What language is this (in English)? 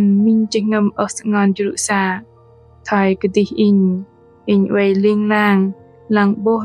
Bahnar